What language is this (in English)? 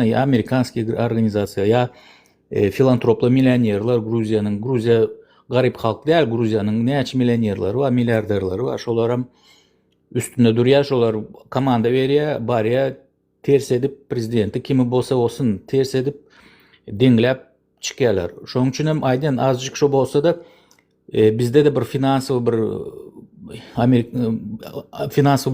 Turkmen